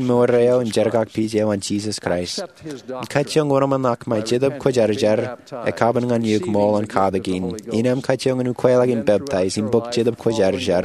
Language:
Marshallese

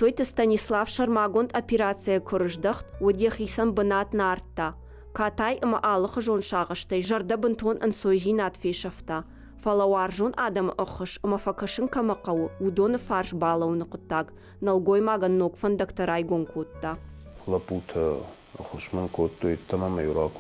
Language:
Ossetic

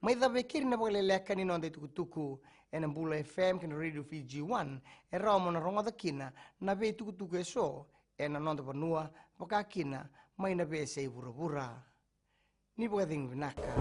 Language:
Fijian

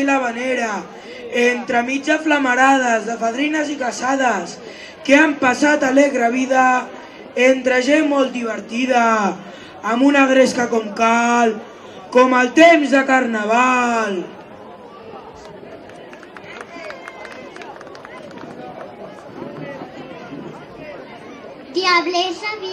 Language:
Catalan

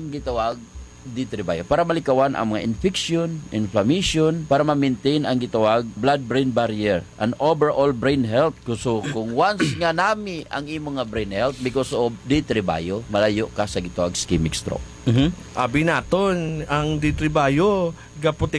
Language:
Hiligaynon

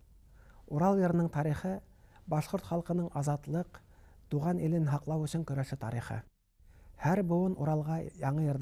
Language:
Bashkir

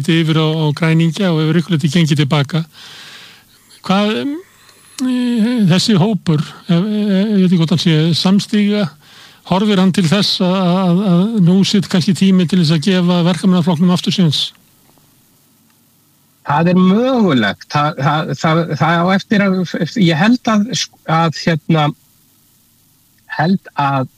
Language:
Icelandic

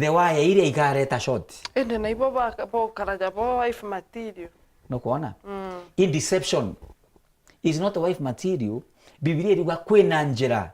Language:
Meru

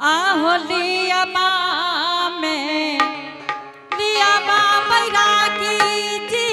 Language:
Angika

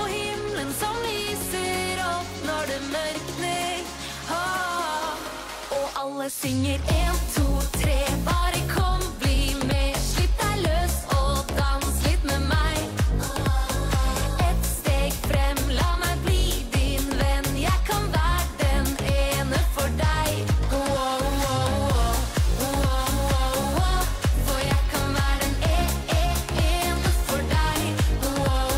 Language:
Norwegian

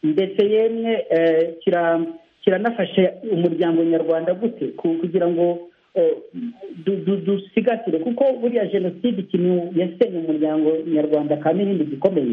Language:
Kinyarwanda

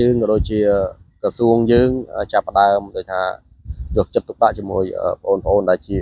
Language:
Khmer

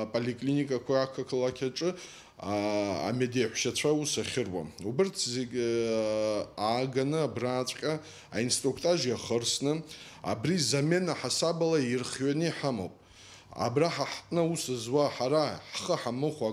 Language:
Abkhazian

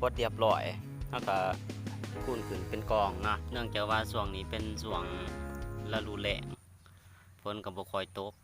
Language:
Lao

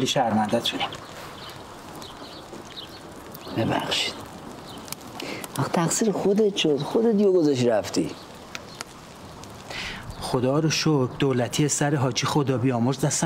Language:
Persian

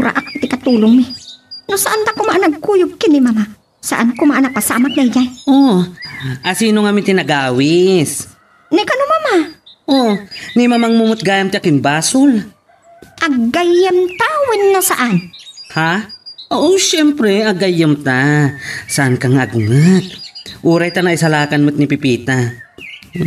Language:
Iloko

